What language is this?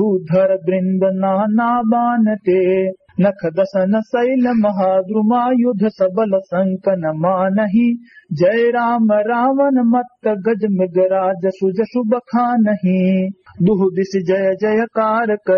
Awadhi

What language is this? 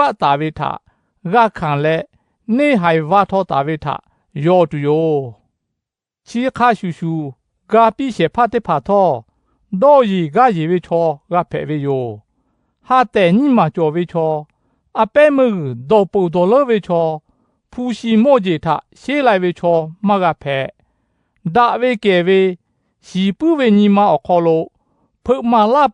Lahu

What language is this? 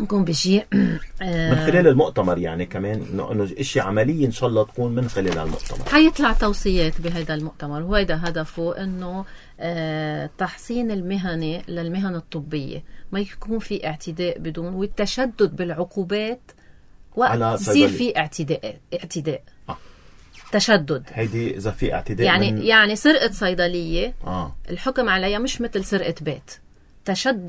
North Levantine Arabic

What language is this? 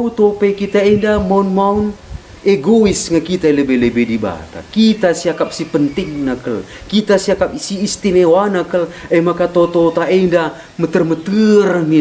Batak Karo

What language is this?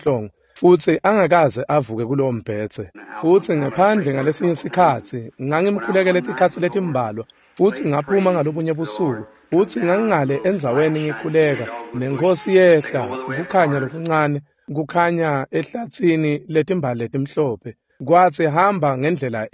Swati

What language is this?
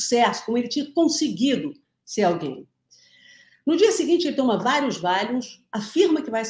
Portuguese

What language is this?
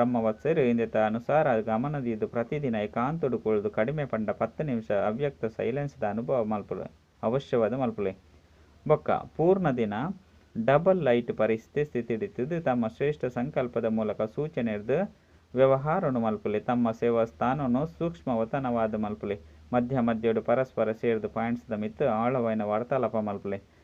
Tulu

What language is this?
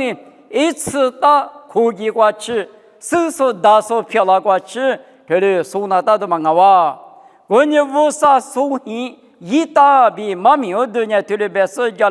Lisu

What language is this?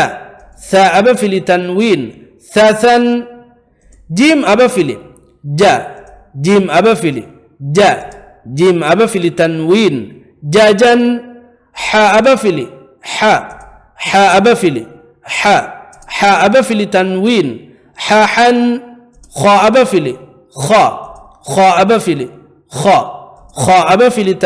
Divehi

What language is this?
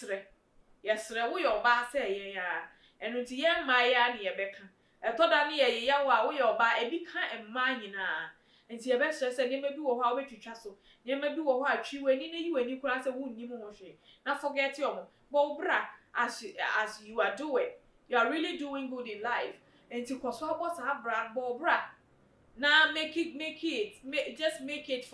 Akan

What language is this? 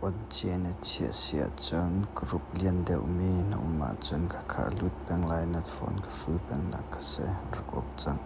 Hakha Chin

